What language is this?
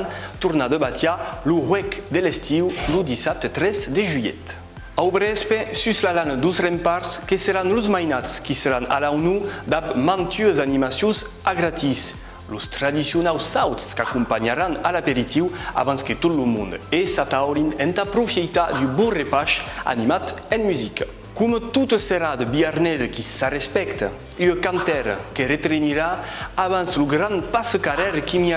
Occitan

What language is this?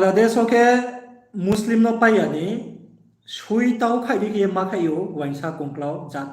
Riang (India)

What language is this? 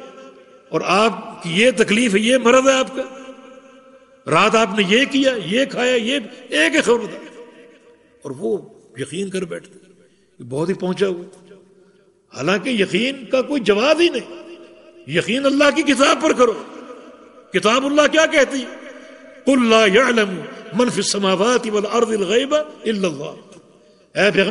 Urdu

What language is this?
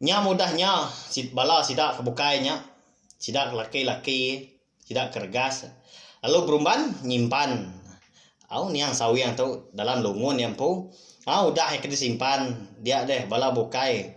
Iban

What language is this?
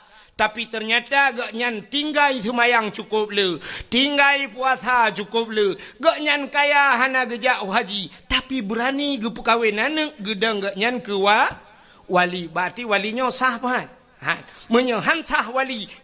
Achinese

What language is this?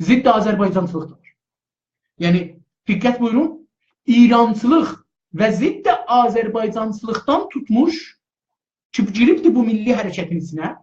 South Azerbaijani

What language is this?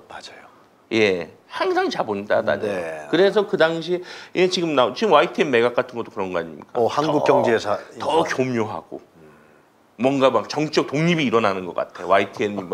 Korean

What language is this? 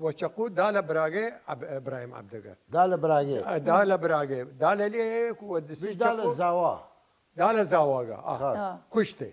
Southern Kurdish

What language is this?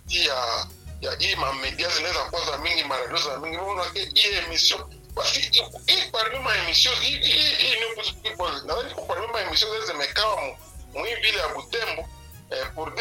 Swahili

